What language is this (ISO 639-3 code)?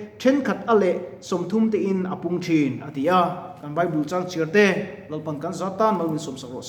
lus